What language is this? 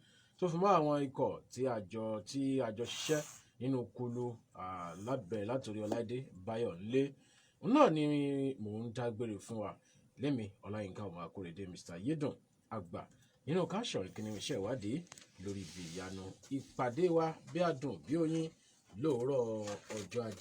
Yoruba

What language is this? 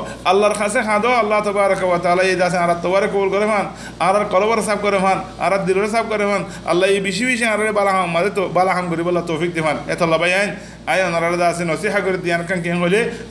Rohingya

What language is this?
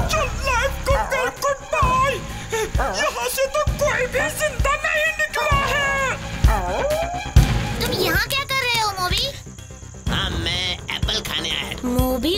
Hindi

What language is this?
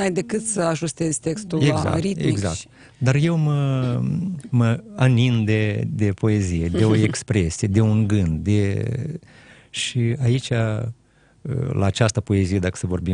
Romanian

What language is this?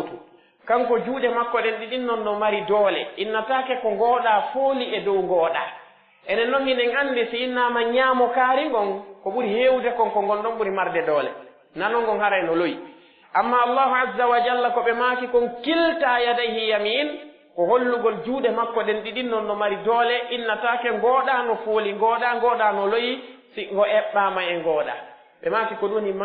Pular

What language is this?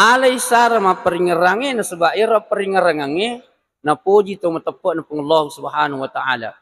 Buginese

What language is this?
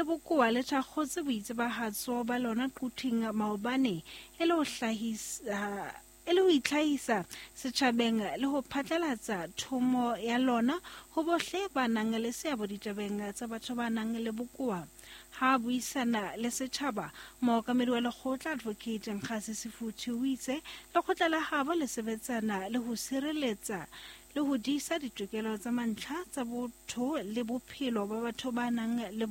Southern Sotho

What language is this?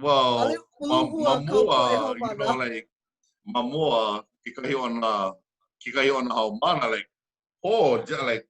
Hawaiian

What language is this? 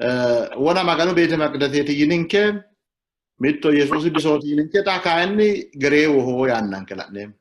Sidamo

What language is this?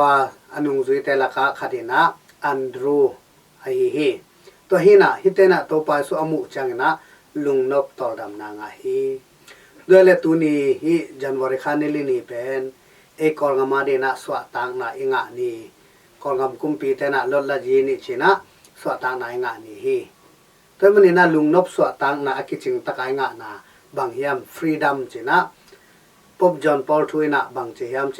Tedim Chin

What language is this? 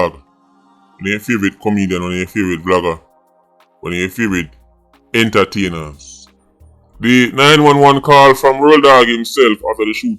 Jamaican Creole English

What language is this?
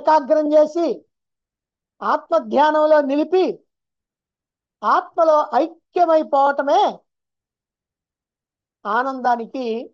Telugu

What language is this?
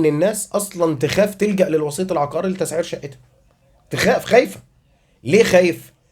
Egyptian Arabic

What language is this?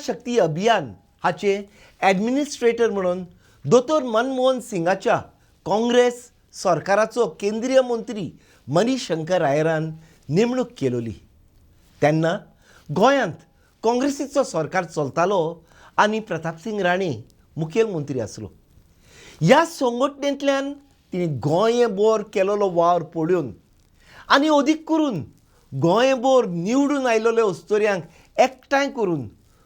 Konkani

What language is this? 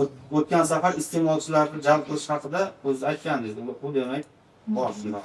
Uzbek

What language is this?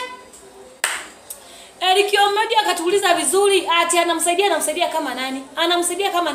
Swahili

